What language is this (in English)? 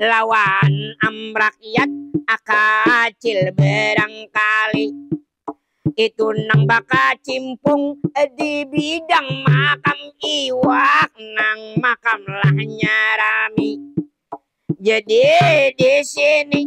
Banjar